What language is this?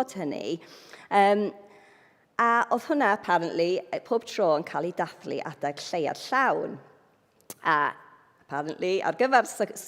Welsh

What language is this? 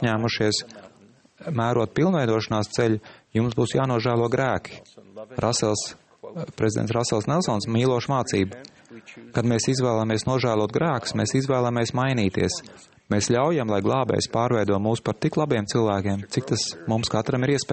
Latvian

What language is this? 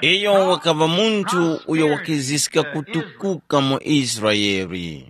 Tumbuka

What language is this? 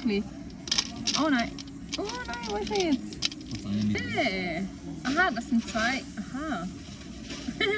Swiss German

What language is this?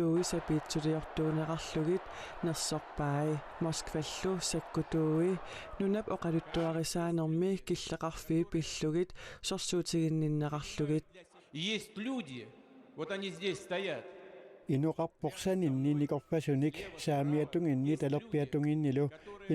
Kalaallisut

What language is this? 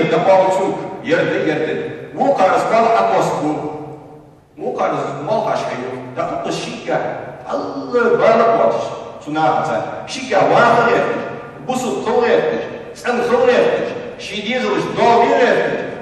Ingush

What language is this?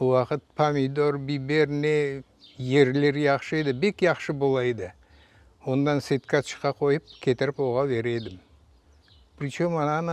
Crimean Tatar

